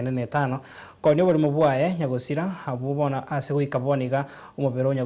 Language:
Gusii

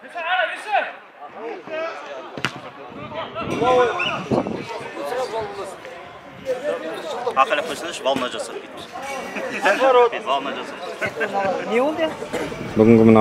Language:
Kazakh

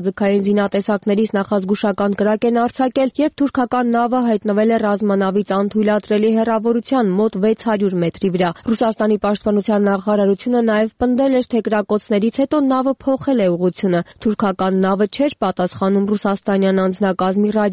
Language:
Armenian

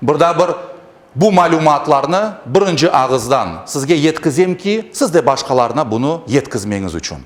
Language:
Crimean Tatar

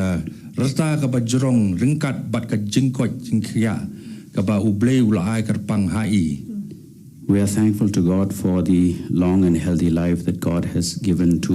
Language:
Khasi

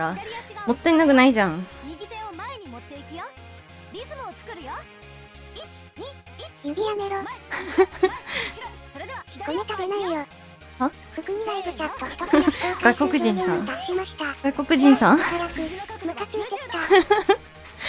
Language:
Japanese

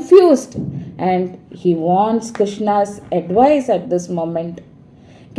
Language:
Konkani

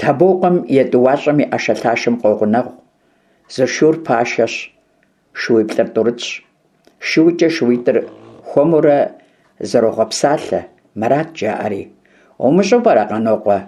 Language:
Kabardian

